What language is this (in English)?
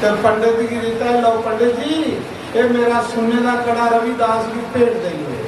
Dogri